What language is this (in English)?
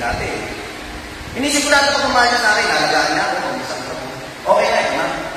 Filipino